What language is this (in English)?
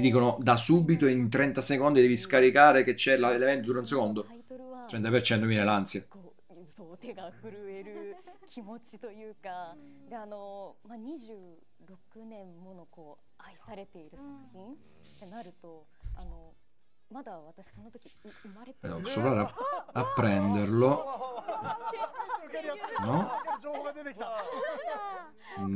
Italian